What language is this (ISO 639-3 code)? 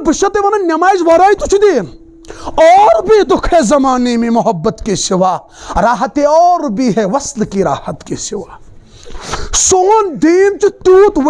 kas